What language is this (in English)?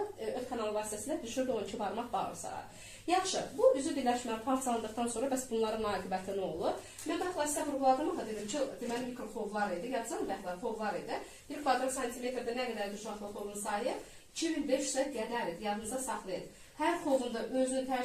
Azerbaijani